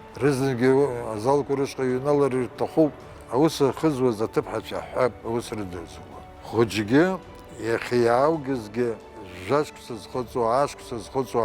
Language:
Abkhazian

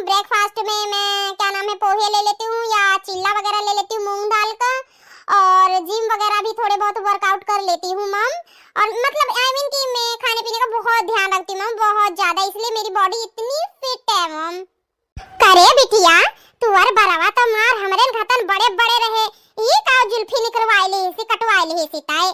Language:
Awadhi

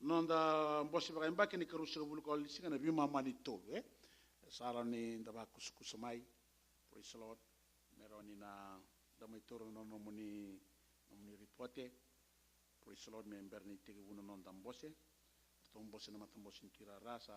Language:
Fijian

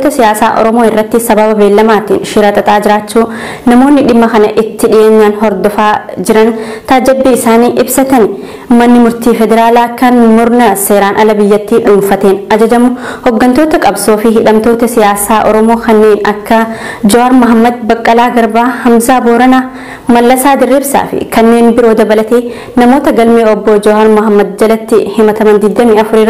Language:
Oromo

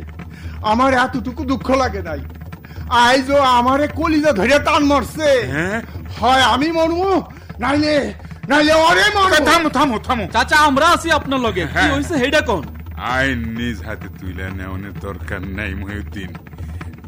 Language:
Bangla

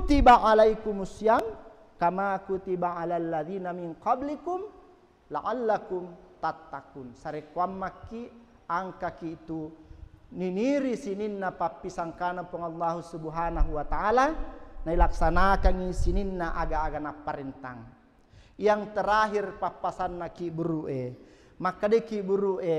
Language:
Buginese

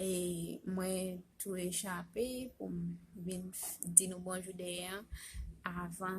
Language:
Haitian Creole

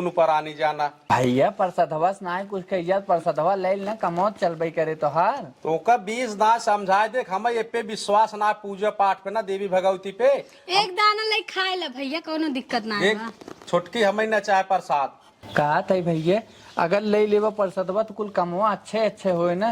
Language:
Awadhi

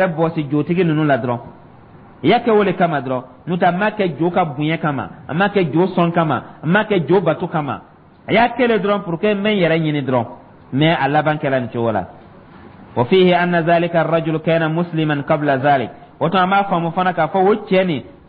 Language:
Dyula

